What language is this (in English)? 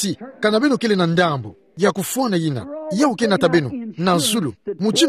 Kituba (Democratic Republic of Congo)